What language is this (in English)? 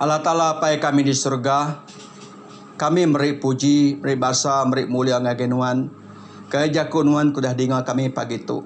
Iban